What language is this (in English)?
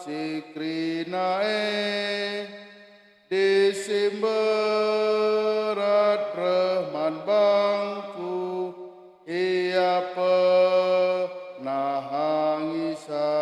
Batak Karo